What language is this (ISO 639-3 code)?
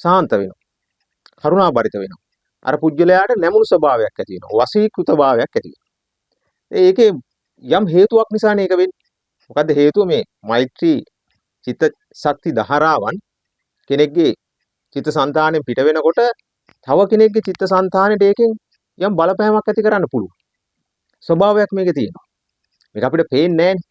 sin